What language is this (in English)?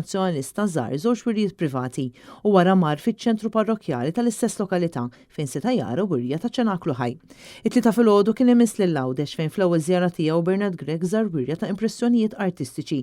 Maltese